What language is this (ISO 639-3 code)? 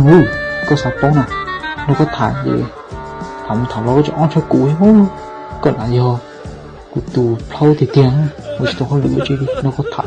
hmn